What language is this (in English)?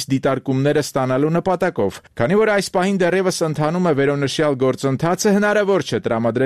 Armenian